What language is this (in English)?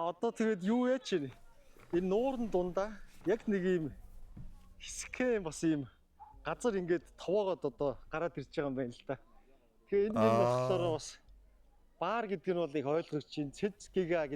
Mongolian